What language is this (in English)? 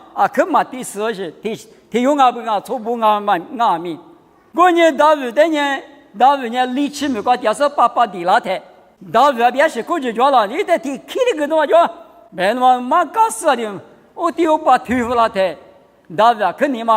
Lisu